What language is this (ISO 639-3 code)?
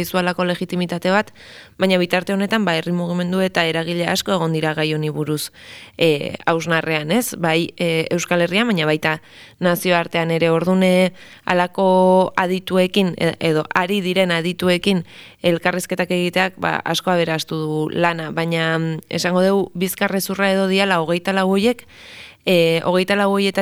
eus